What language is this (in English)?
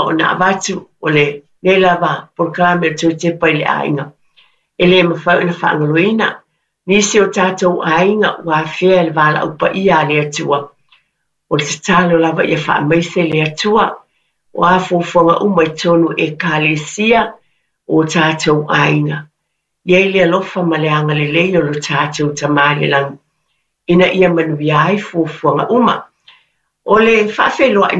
Samoan